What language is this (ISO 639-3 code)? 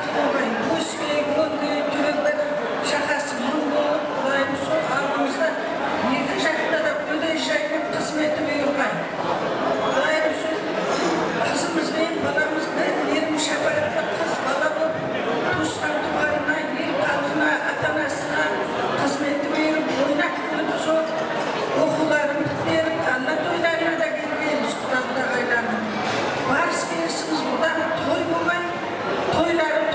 kaa